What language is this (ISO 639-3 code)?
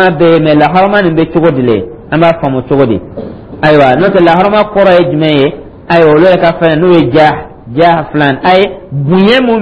dyu